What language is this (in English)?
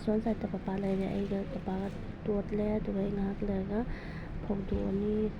Manipuri